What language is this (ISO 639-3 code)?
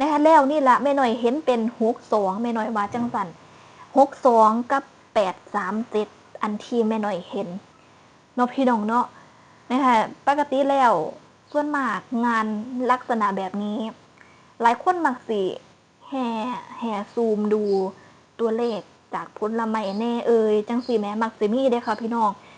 tts